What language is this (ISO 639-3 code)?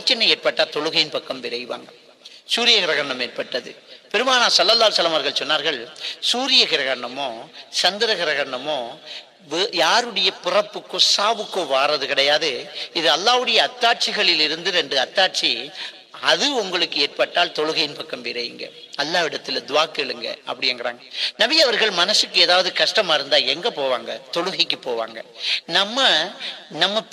tam